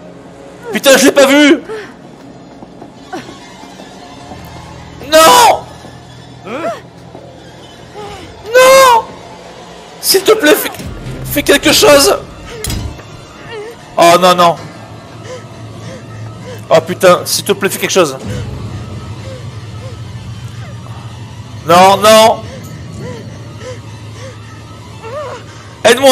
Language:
French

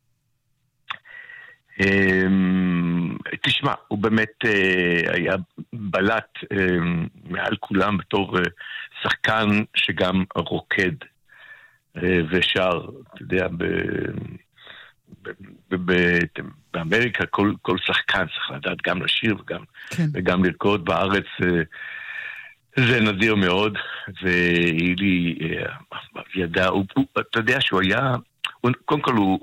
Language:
Hebrew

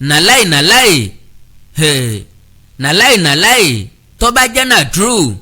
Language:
Yoruba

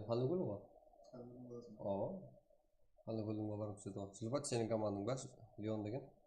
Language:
Kara-Kalpak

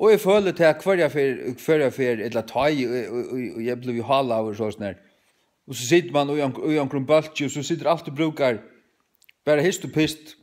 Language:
Faroese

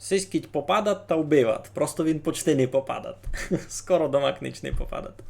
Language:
Rusyn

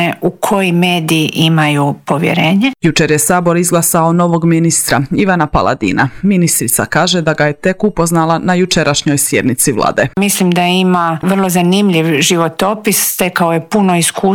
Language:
Croatian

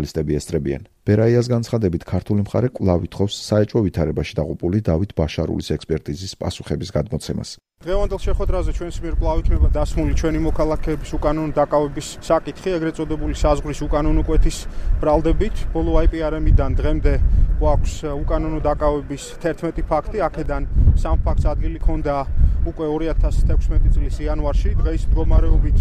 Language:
Georgian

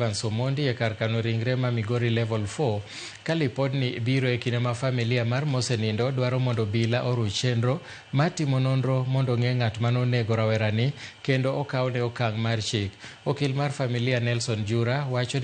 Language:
Luo (Kenya and Tanzania)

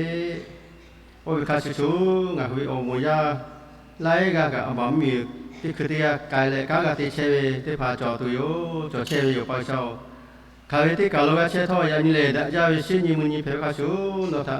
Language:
Lahu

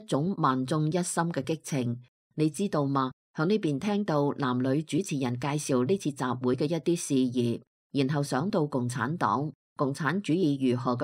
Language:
Cantonese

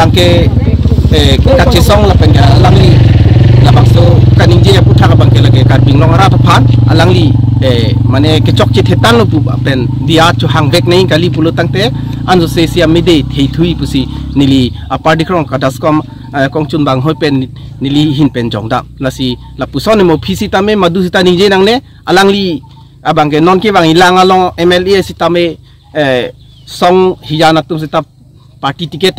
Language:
Karbi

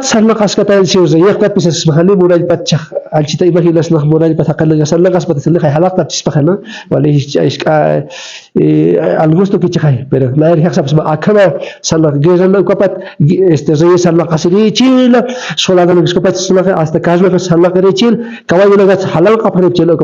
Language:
Aymara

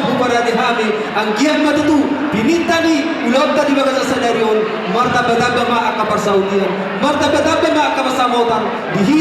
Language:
Batak Toba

